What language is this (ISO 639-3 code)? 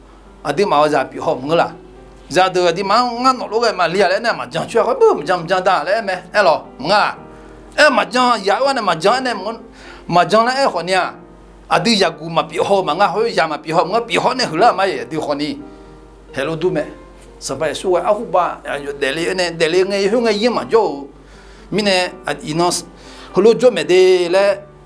ahk